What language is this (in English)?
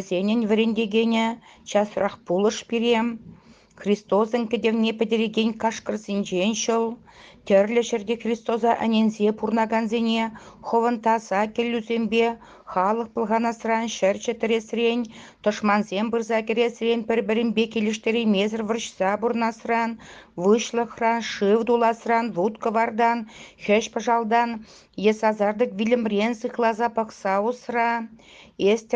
Chuvash